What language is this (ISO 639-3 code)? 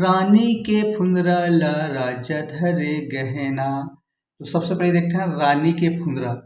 hne